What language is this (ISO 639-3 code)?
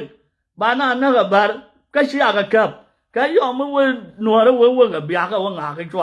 nus